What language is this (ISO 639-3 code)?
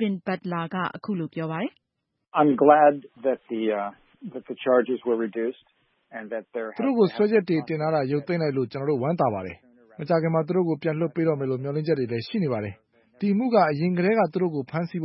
mya